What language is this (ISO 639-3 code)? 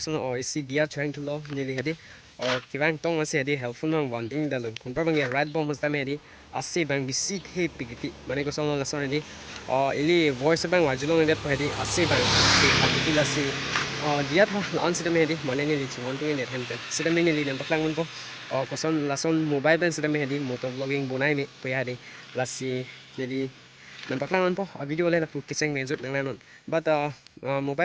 mjw